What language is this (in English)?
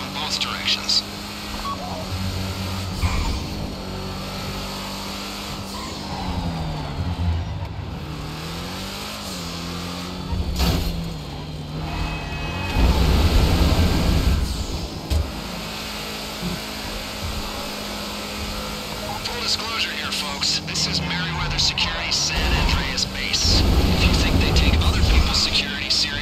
English